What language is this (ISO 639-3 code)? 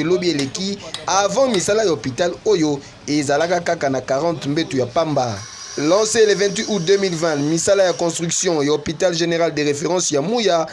lin